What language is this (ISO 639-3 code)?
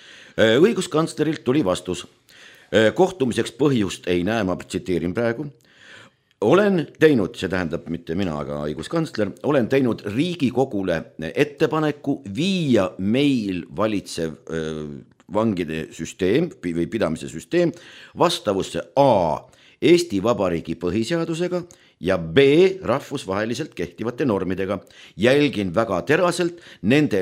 est